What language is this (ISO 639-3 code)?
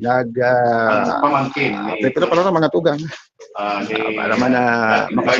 bik